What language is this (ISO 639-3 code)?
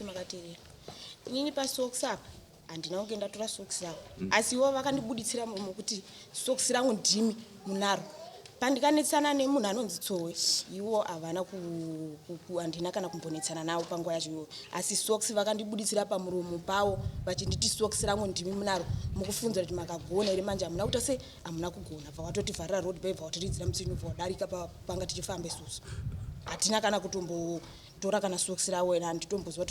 sna